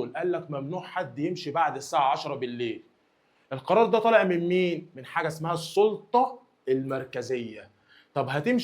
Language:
Egyptian Arabic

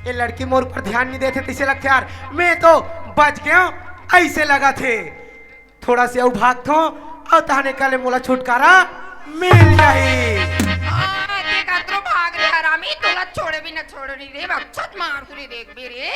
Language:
Chhattisgarhi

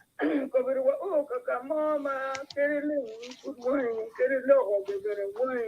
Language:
Acoli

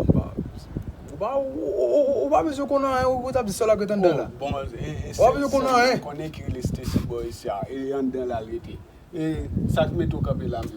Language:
Haitian Creole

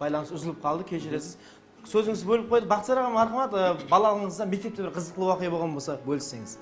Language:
Kara-Kalpak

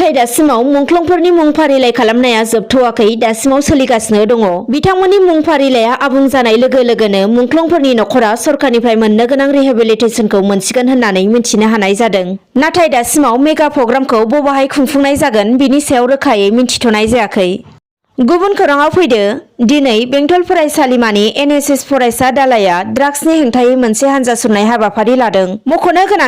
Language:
Bodo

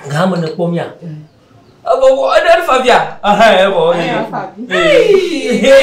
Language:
Ewe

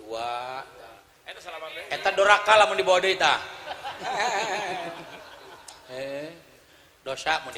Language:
Sundanese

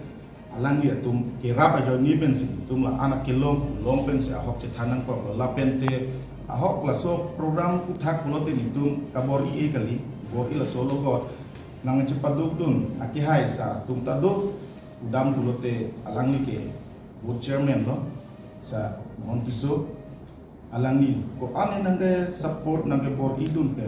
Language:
Karbi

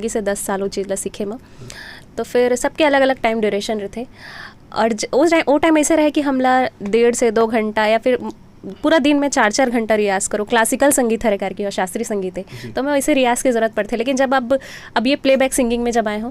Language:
Chhattisgarhi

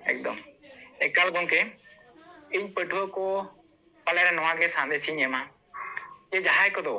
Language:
Santali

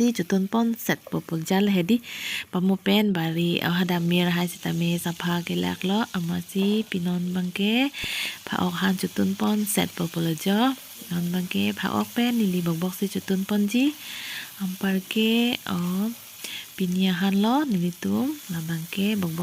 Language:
Karbi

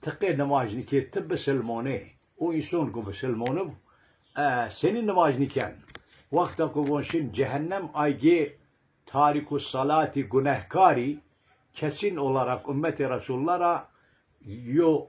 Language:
Zaza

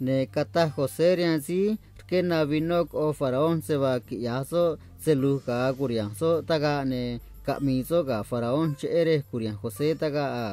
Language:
Copala Triqui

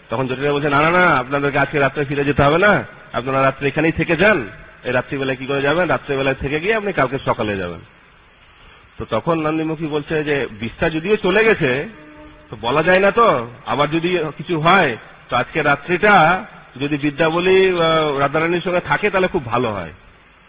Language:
Bangla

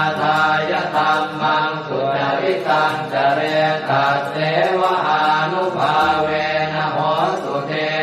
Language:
Pali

